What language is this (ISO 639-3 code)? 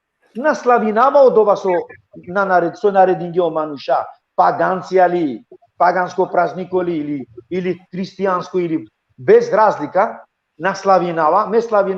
rmn